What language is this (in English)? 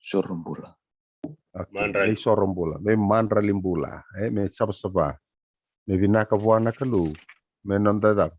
Fijian